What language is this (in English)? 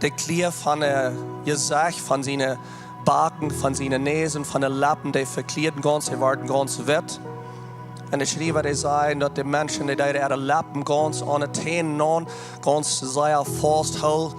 Plautdietsch